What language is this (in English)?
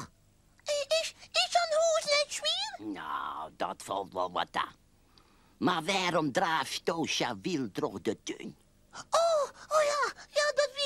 Western Frisian